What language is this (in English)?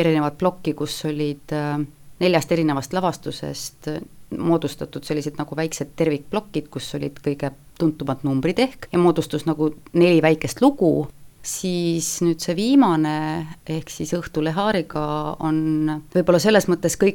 Estonian